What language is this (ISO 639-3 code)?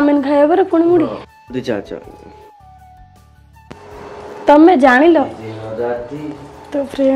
ori